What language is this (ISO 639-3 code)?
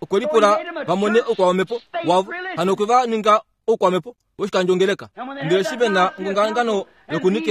kua